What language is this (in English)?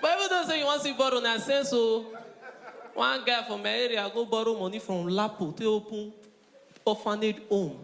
Nigerian Pidgin